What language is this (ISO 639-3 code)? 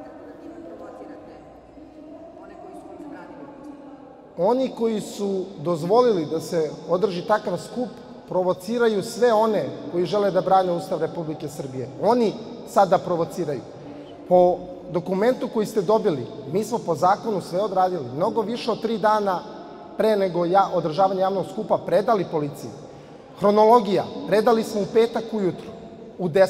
srp